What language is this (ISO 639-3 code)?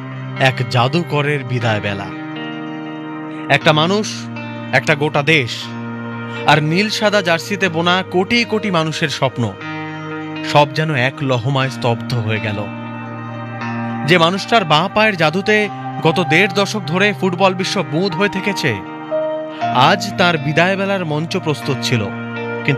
ben